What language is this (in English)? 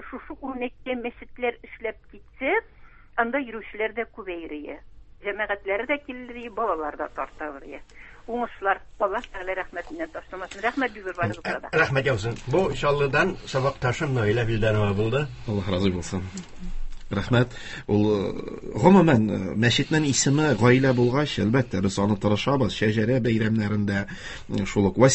Tatar